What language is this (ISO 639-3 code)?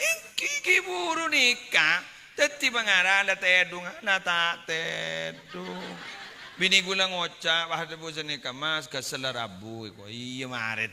mad